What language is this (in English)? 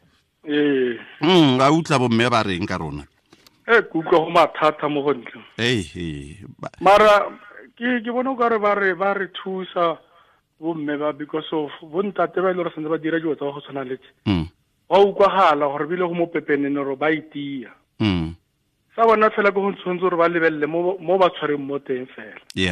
Tswana